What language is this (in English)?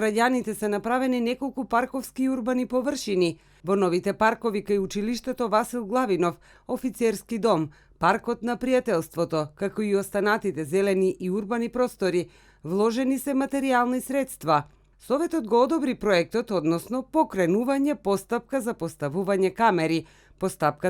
Macedonian